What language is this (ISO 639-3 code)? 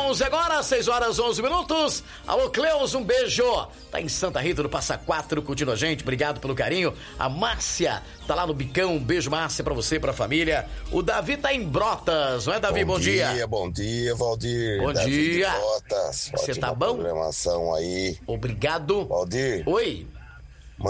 por